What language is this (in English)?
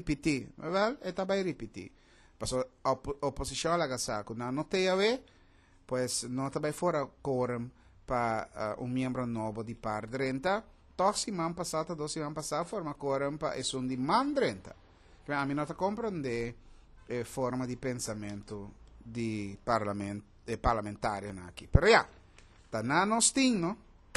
Papiamento